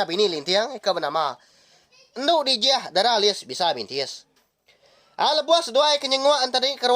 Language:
Iban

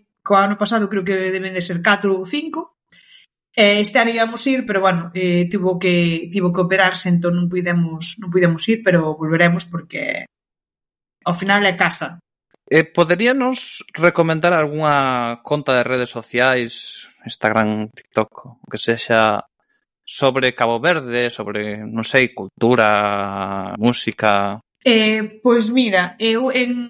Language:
Galician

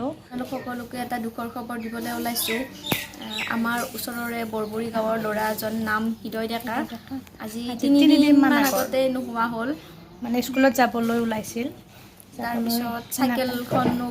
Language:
Assamese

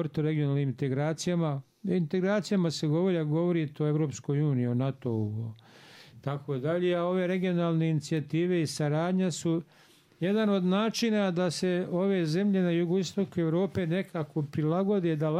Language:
Bosnian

